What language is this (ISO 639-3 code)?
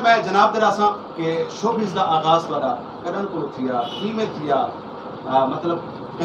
skr